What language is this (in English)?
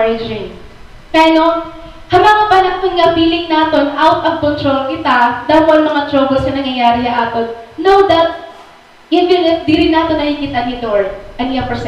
Waray